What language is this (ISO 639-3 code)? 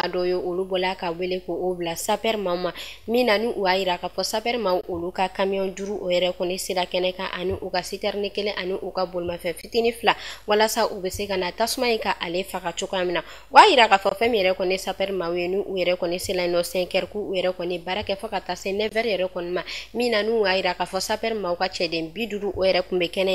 bam